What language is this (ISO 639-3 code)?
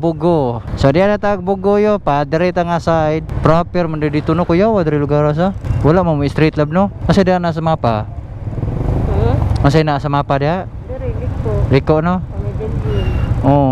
ceb